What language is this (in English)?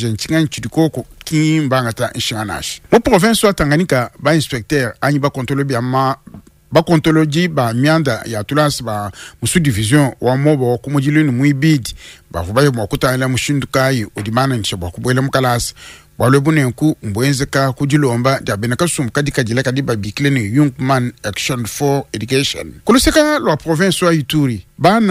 Luba-Lulua